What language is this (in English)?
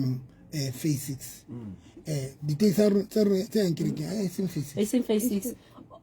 Southern Sotho